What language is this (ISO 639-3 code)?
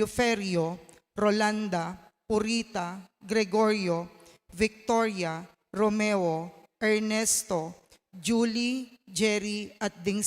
pam